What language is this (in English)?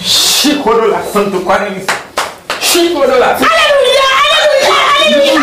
Haitian Creole